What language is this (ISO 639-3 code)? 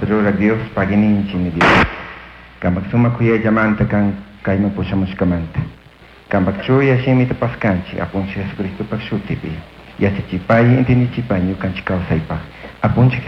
qug